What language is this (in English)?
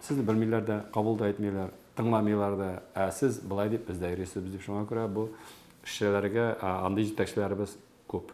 Tatar